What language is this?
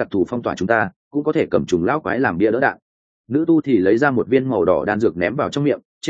Vietnamese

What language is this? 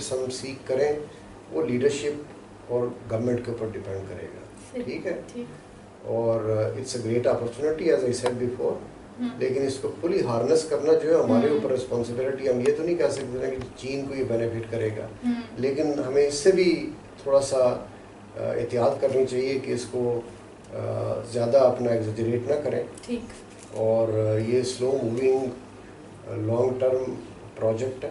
Urdu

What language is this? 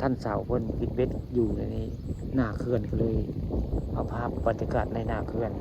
Northeastern Thai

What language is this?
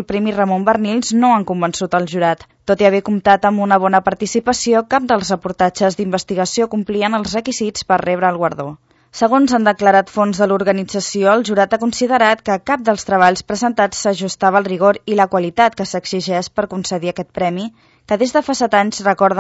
Catalan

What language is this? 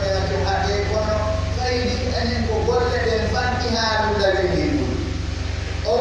Pular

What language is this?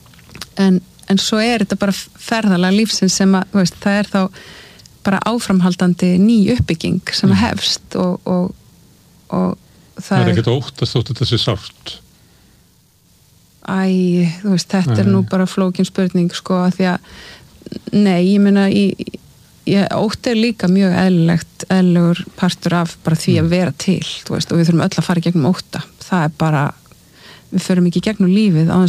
Icelandic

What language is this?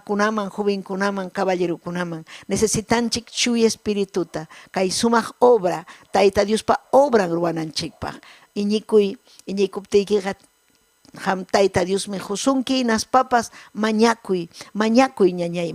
Ayacucho Quechua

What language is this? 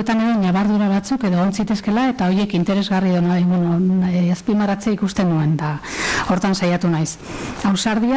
Basque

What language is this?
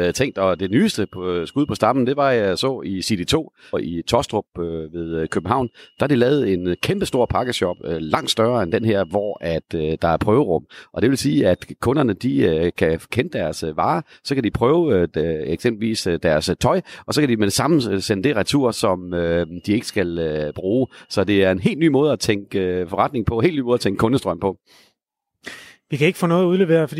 Danish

